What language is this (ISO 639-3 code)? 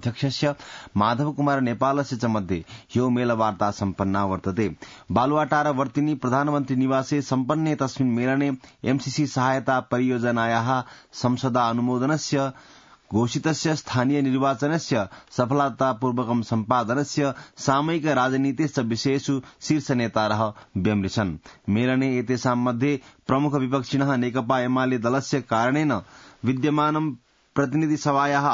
san